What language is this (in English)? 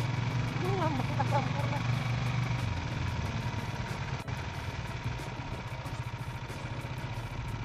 Indonesian